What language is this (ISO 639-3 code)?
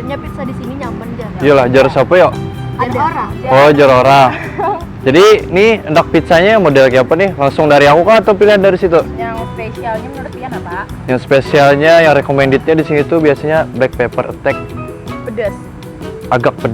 bjn